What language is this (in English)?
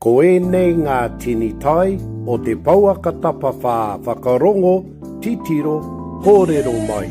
Māori